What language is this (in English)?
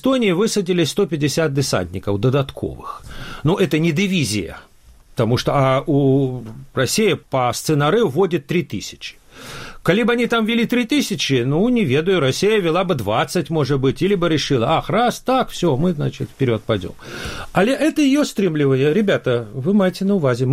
Belarusian